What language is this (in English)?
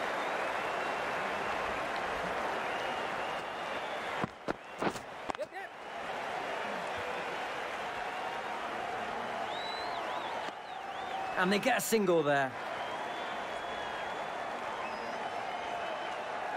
English